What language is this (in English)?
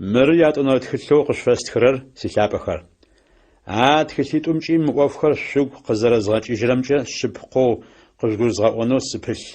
Adyghe